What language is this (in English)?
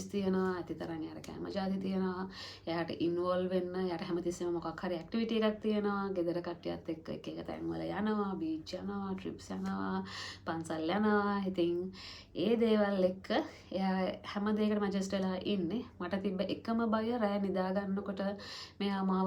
Sinhala